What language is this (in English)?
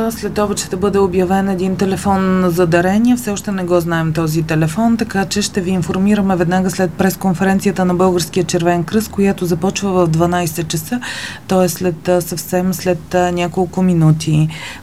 Bulgarian